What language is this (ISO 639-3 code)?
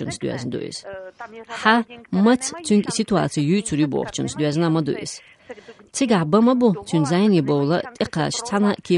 che